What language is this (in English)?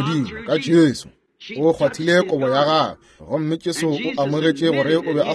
Northern Sotho